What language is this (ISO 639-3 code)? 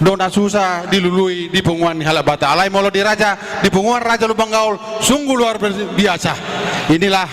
bbc